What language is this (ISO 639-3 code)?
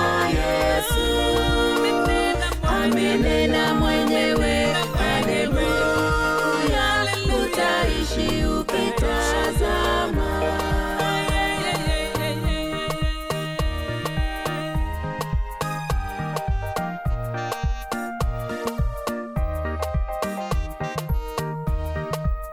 swa